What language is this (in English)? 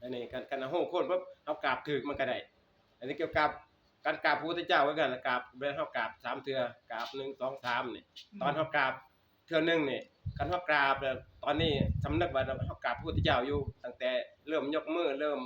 Northeastern Thai